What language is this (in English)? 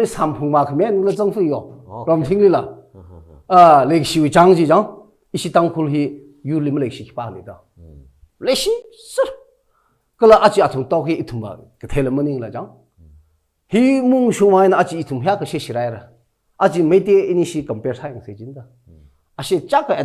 Tangkhul Naga (India)